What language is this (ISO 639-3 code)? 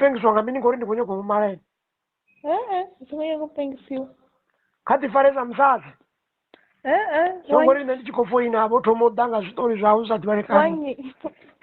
ven